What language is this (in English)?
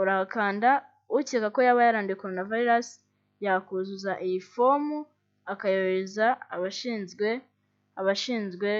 Kinyarwanda